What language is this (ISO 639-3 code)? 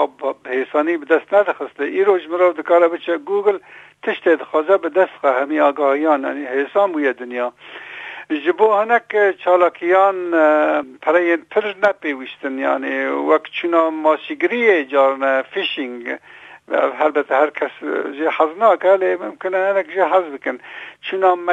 kur